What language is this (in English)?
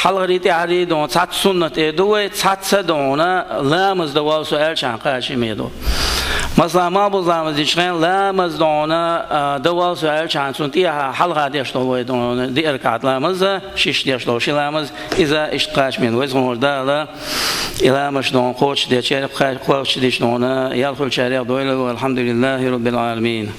Chechen